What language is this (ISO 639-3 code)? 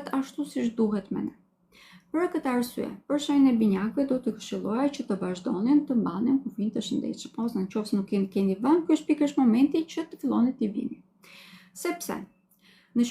sqi